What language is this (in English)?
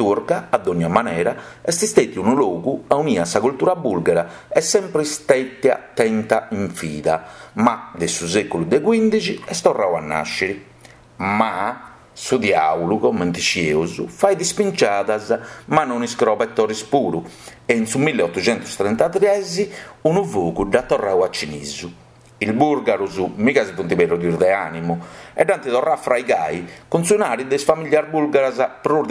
Sardinian